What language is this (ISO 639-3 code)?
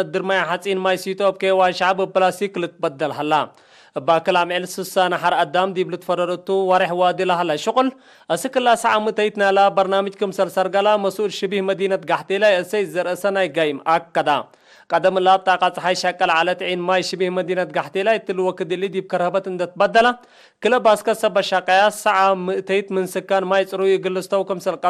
tig